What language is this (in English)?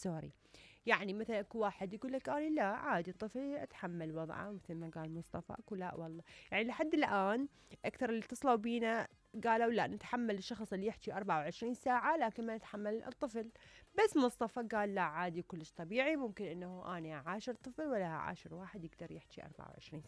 Mesopotamian Arabic